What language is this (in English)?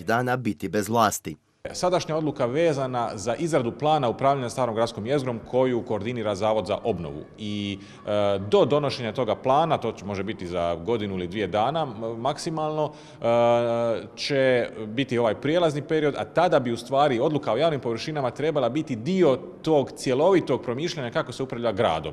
Croatian